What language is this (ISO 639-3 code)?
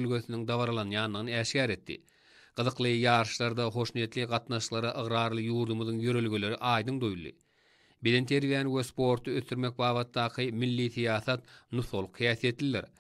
tuk